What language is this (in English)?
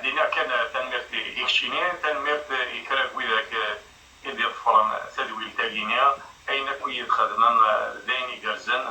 Kabyle